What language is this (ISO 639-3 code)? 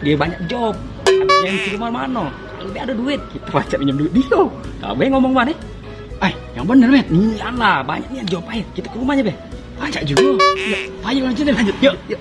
mui